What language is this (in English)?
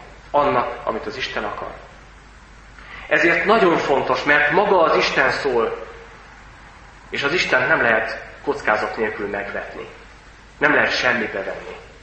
Hungarian